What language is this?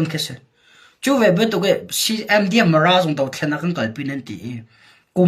Hakha Chin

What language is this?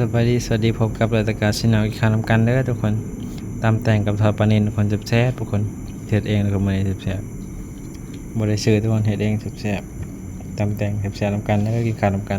Northeastern Thai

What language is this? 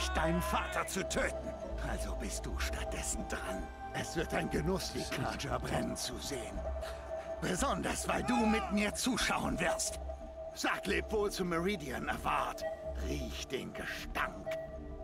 Swiss German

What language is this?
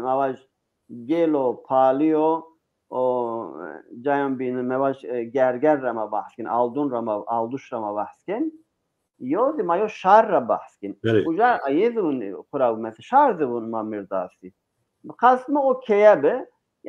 Zaza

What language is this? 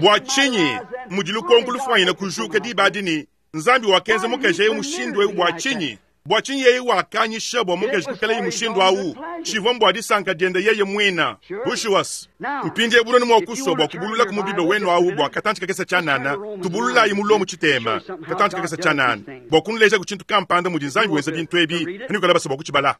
Luba-Lulua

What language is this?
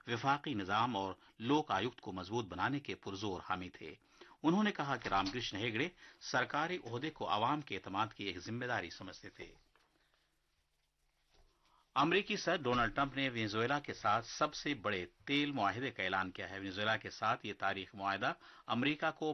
Urdu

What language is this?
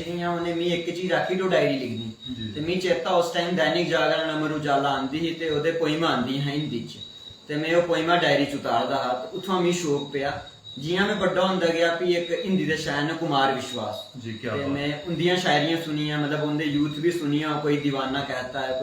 Dogri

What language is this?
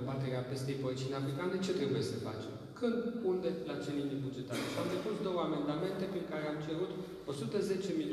Romanian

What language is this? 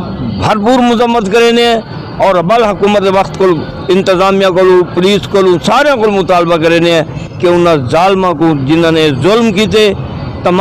Saraiki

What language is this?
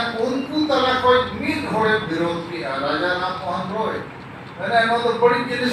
Santali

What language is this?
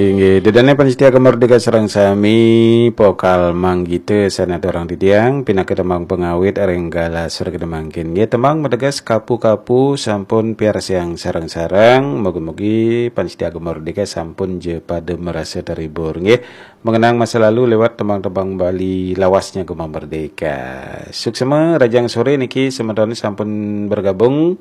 Balinese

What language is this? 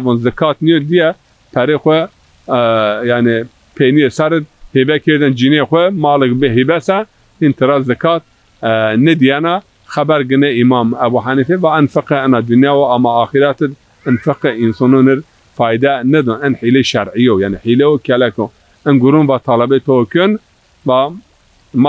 Zaza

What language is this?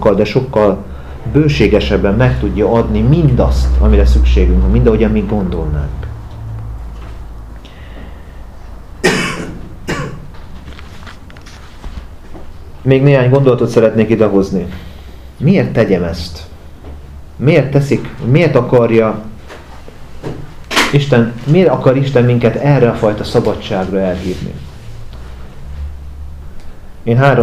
Hungarian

